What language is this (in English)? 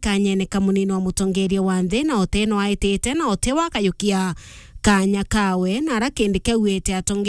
Meru